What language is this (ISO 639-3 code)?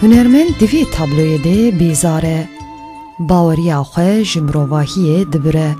kur